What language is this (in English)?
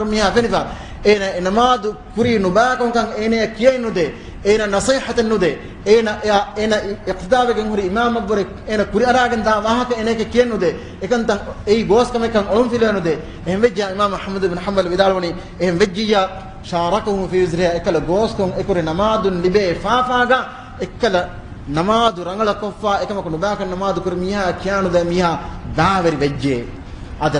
Divehi